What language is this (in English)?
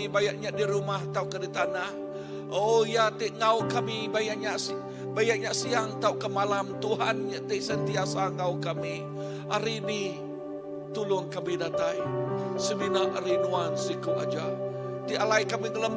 Iban